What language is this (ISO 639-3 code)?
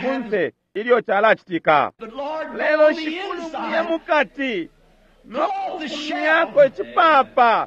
bem